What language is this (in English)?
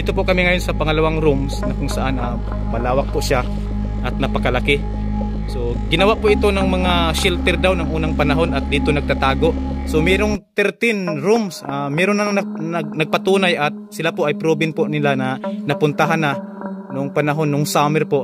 Filipino